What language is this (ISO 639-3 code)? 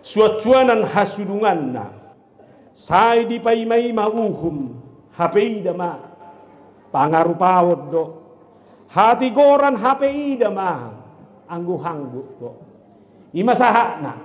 bbc